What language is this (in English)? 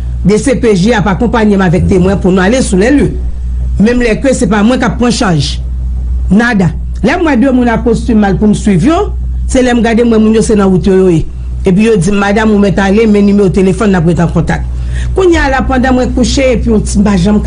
Haitian Creole